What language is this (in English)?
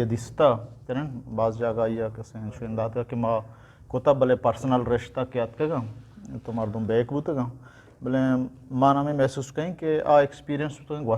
Eastern Balochi